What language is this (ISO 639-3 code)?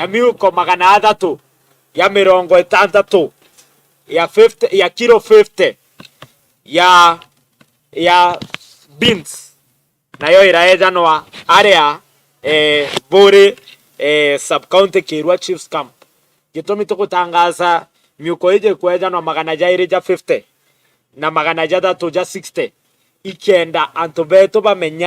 mer